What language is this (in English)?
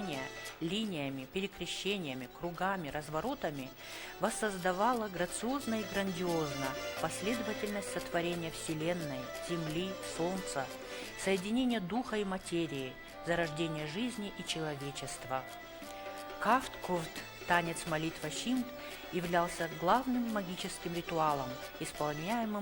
Ossetic